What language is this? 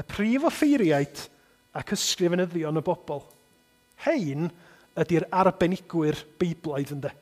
Welsh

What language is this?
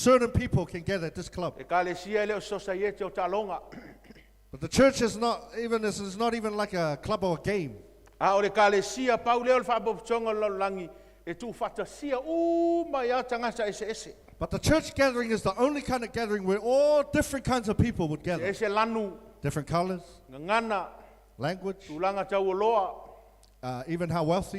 Samoan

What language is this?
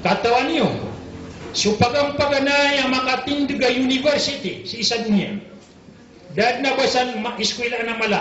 Maranao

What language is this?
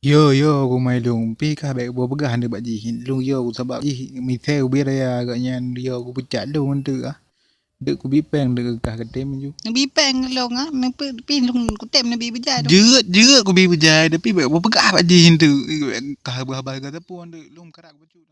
Achinese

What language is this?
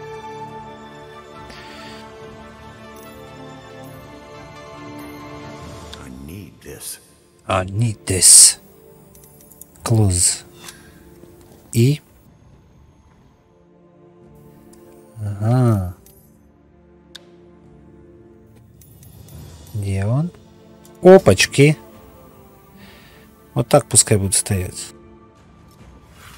Russian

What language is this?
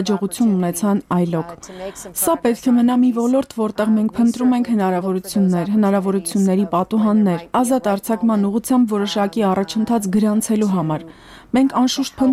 Armenian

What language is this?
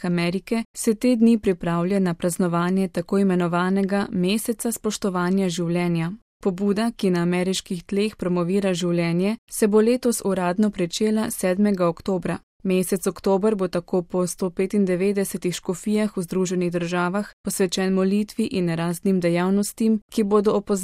Slovenian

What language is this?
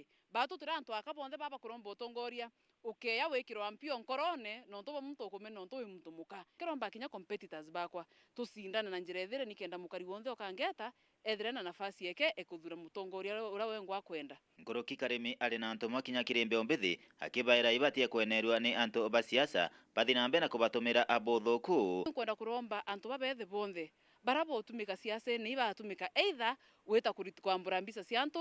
Meru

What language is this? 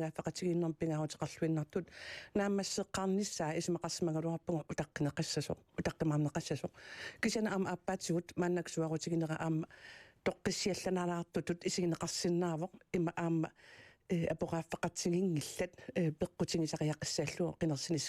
Kalaallisut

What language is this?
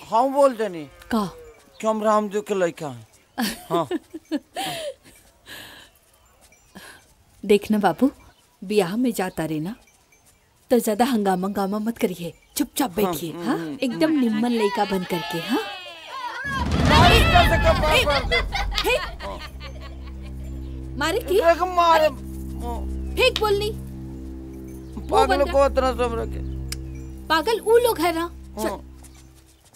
Bhojpuri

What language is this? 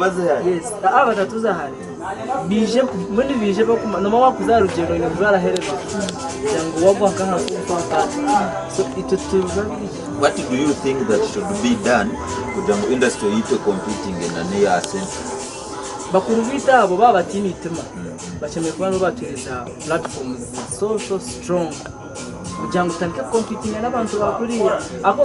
Nyankole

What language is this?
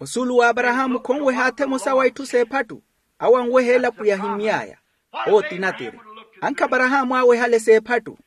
Makhuwa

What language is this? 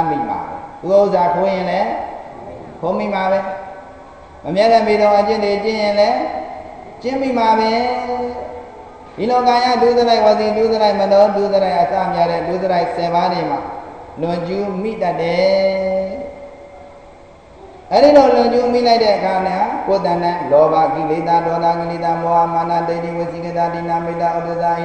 Burmese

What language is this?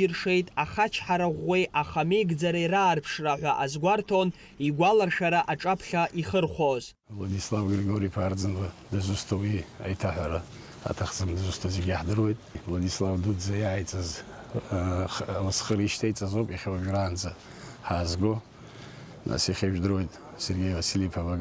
Abkhazian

